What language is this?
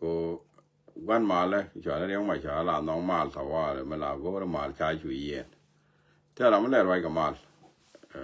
Nuer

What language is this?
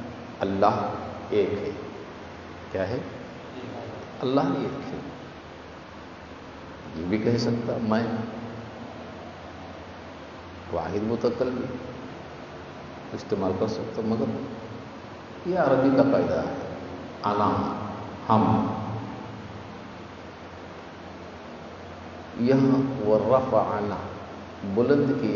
Urdu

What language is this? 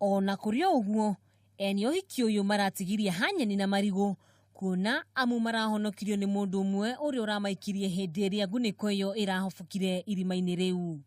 Kikuyu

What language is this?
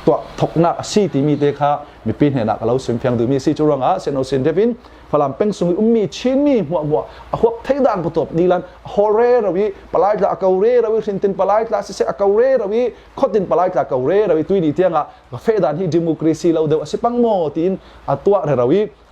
Falam Chin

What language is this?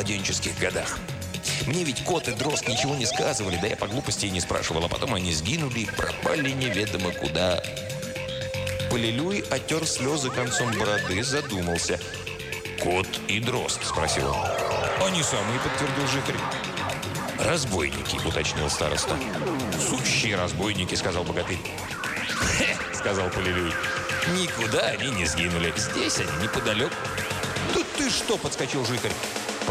Russian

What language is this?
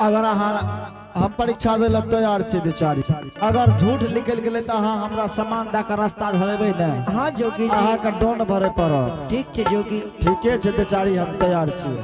Angika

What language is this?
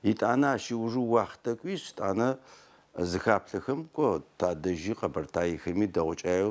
Adyghe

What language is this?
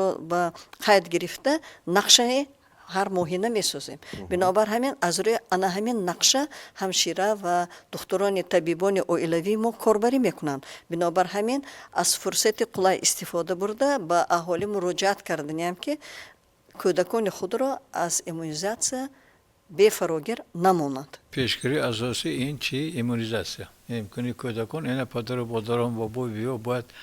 Tajik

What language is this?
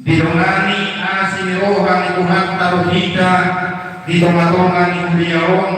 Batak Toba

